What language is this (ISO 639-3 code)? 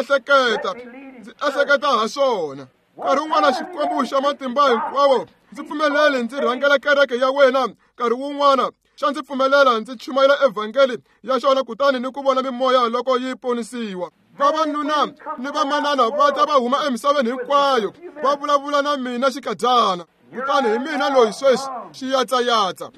tso